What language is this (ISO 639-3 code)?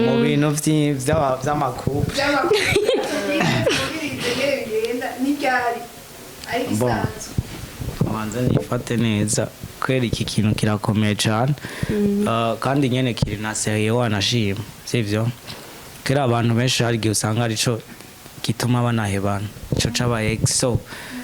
run